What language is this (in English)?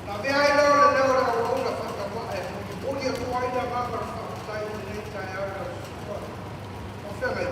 Samoan